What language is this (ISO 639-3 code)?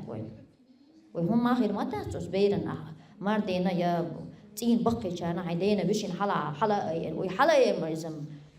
che